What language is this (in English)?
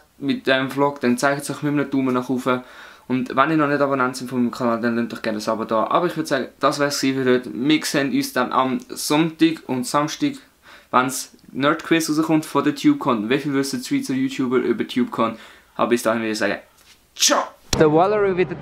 Swiss German